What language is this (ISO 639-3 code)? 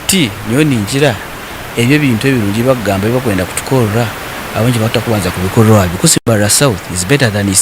nyn